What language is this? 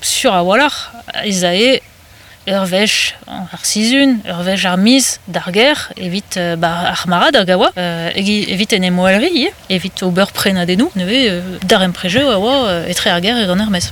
Breton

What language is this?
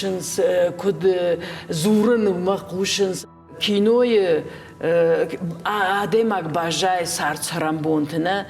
Ossetic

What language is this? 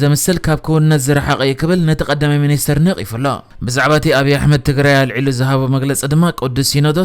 Tigrinya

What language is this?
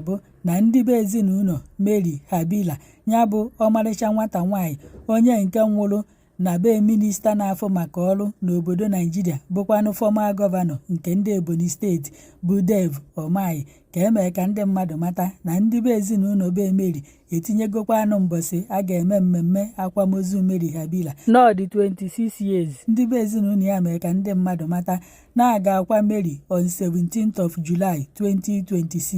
Igbo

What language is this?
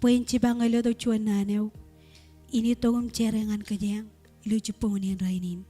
Marshallese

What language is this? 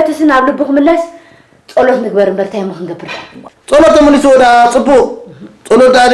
Tigrinya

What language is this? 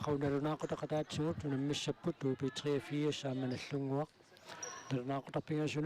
Kalaallisut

